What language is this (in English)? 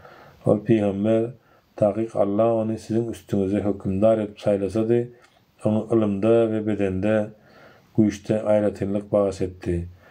Turkmen